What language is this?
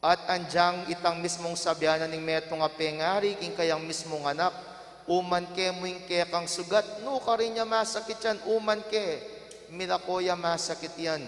Pampanga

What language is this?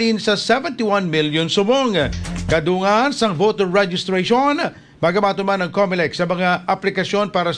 Hiligaynon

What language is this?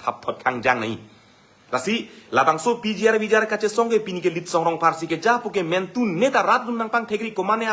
Karbi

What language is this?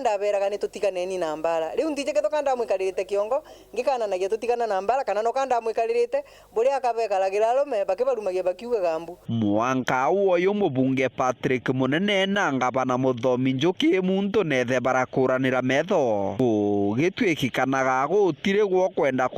Meru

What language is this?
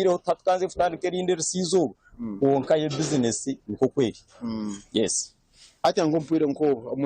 Nyankole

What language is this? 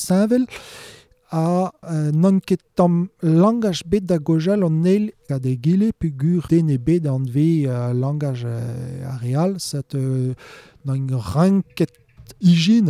Breton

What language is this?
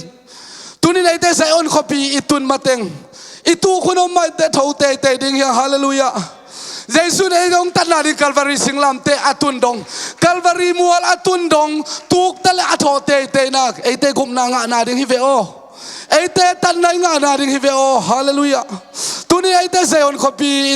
Tedim Chin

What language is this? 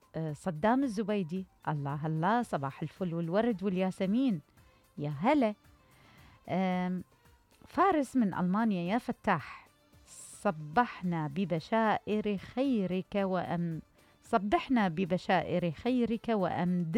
Mesopotamian Arabic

